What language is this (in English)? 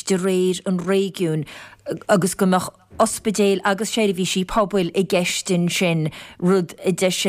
Irish